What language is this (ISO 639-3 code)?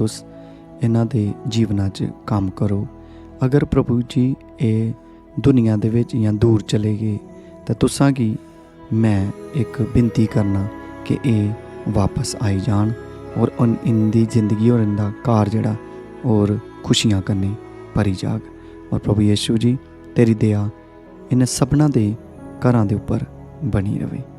doi